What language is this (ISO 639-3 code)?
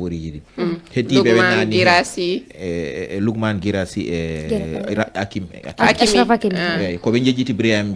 ful